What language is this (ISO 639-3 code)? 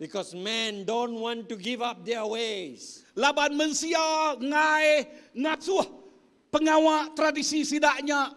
iba